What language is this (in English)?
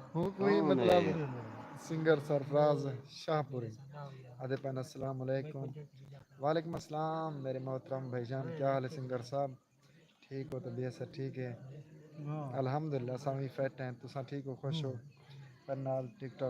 Saraiki